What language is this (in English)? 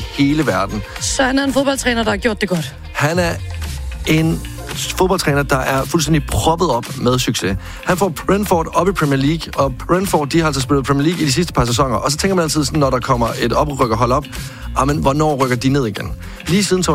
Danish